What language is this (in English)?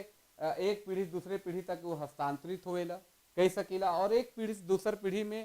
Sadri